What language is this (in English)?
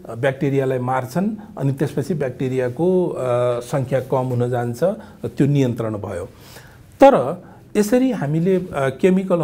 Nepali